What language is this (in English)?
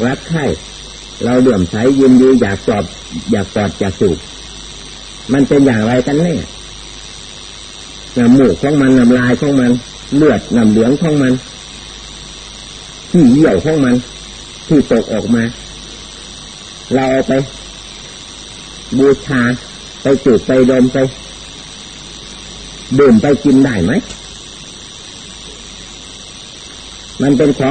Thai